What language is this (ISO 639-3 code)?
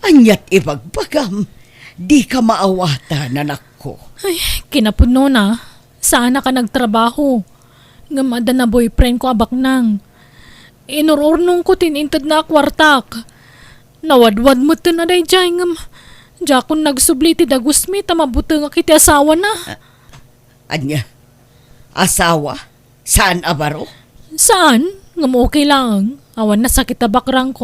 ilo